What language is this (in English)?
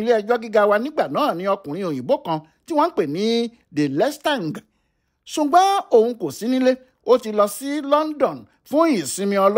Yoruba